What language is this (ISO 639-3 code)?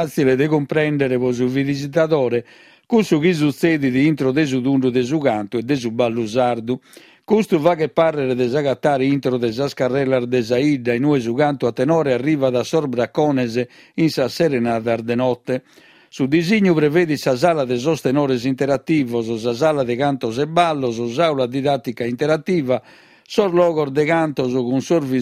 srd